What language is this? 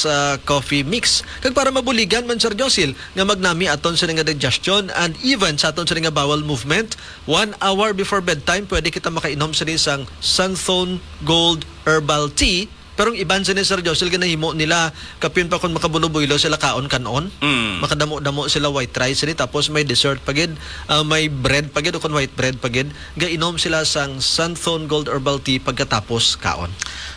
Hiligaynon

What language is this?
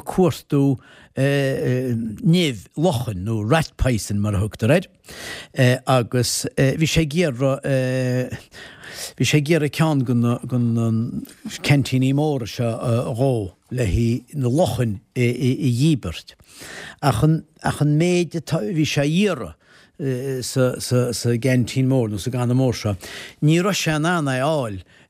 Irish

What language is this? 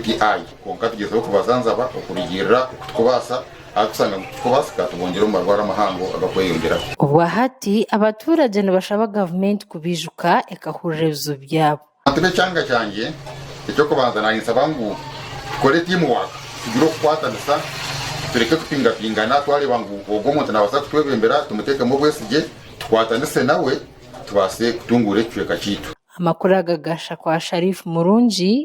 Nyankole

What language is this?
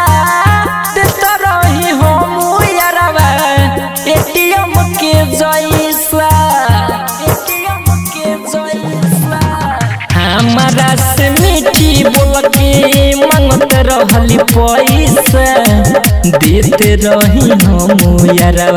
Bhojpuri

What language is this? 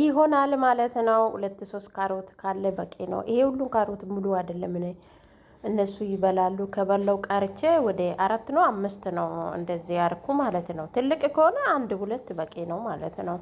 Amharic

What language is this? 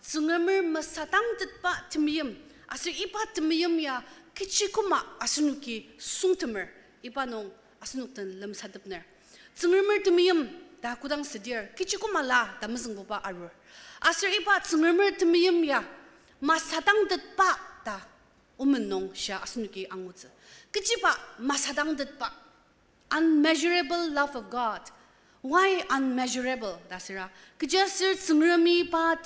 Ao Naga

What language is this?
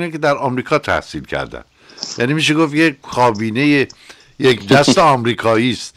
Persian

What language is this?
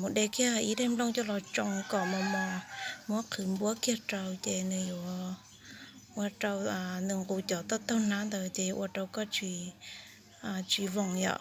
Hmong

